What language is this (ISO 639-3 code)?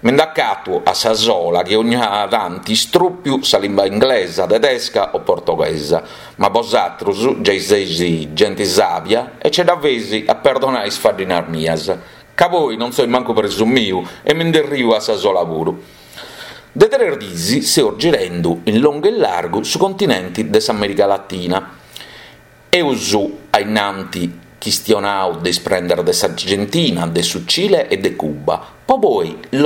srd